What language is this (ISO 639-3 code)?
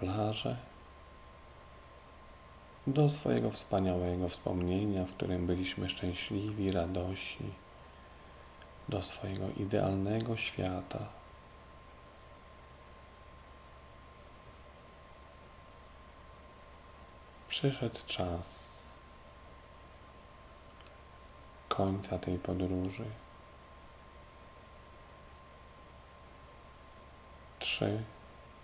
pol